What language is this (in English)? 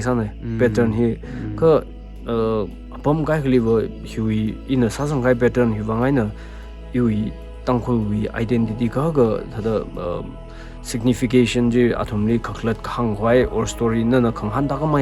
Tangkhul Naga (India)